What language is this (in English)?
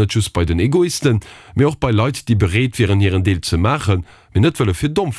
Luxembourgish